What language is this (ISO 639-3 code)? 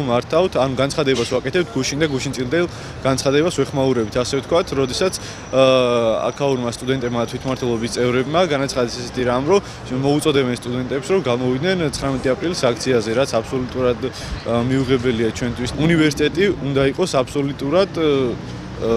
kat